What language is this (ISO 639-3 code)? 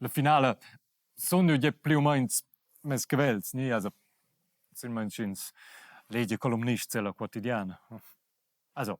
roh